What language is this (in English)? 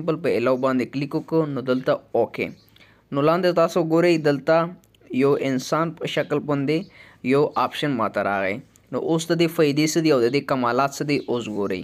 Pashto